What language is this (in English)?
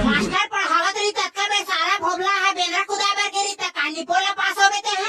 Chhattisgarhi